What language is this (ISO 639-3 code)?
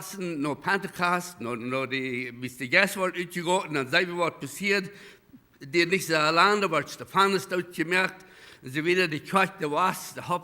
pdt